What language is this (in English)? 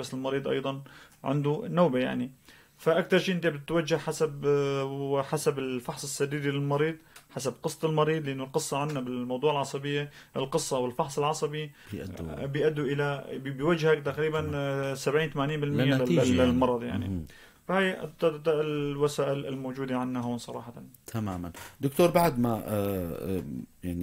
North Levantine Arabic